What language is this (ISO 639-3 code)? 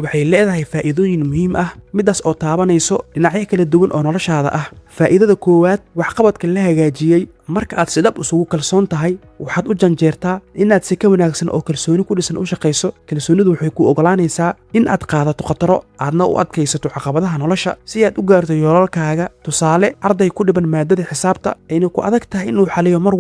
som